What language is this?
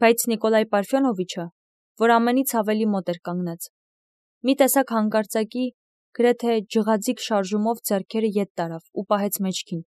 Armenian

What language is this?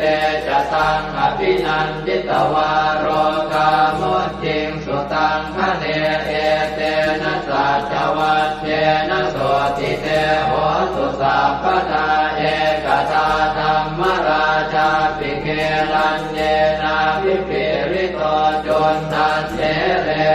Pali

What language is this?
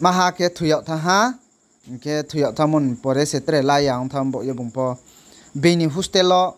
Riang (India)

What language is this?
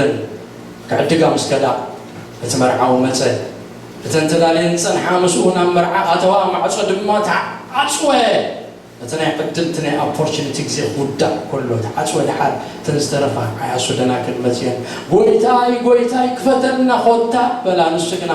Tigrinya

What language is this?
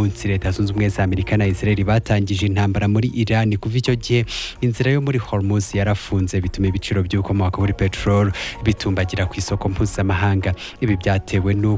Kinyarwanda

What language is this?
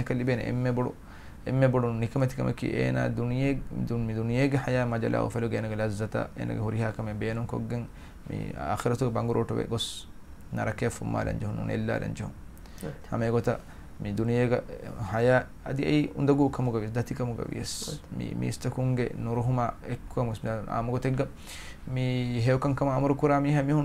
Divehi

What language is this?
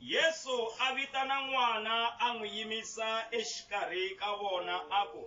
Tsonga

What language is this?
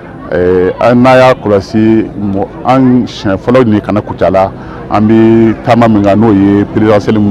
Bambara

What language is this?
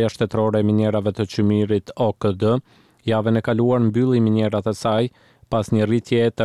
Albanian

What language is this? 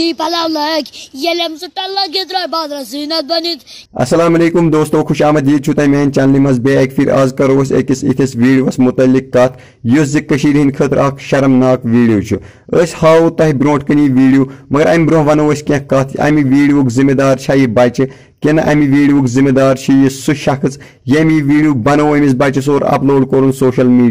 Kashmiri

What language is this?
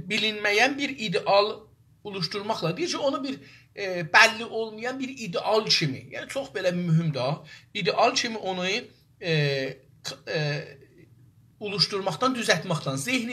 South Azerbaijani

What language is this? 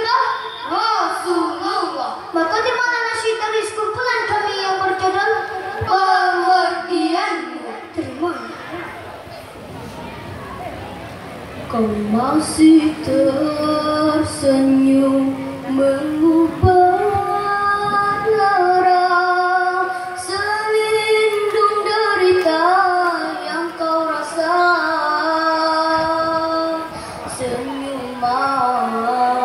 Malay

